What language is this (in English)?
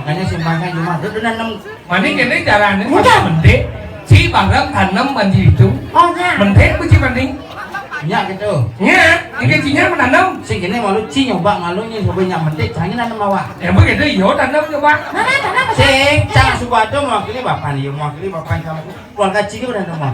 Balinese